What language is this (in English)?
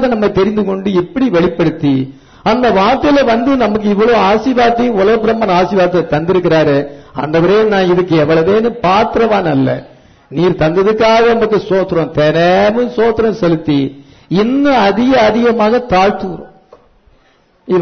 Tamil